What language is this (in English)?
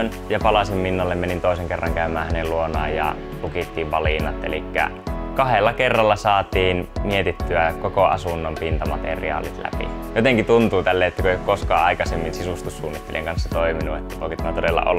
Finnish